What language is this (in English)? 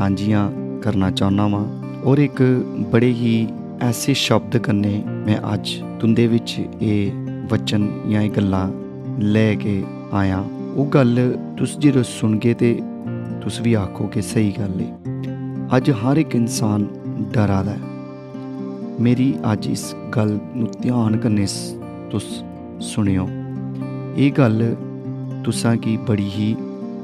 Dogri